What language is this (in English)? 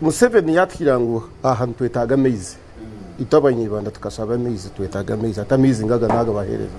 Nyankole